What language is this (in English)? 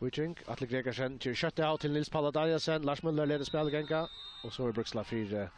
Faroese